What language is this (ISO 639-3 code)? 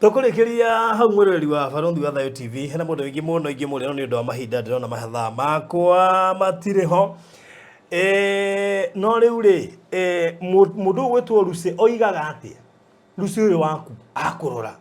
kik